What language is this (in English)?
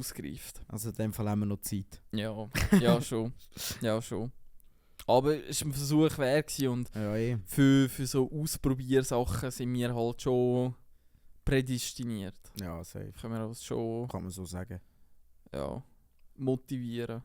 Swiss German